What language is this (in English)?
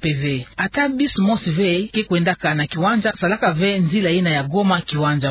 Kituba (Democratic Republic of Congo)